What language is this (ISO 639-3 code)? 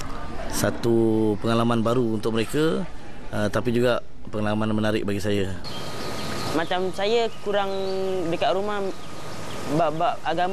msa